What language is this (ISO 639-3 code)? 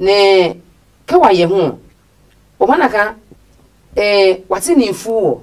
ada